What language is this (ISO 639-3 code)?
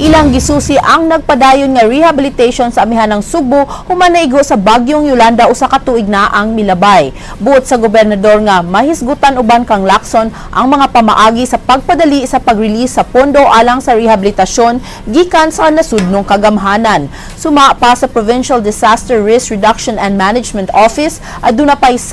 ceb